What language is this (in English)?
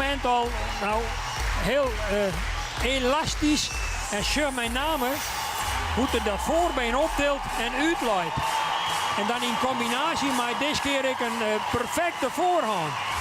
Western Frisian